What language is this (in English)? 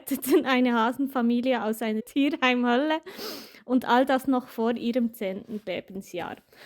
Swiss German